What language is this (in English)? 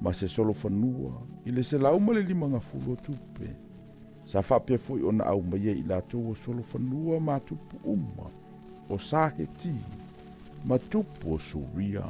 Samoan